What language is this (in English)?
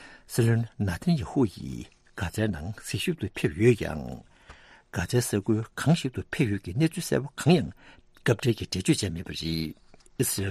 Tibetan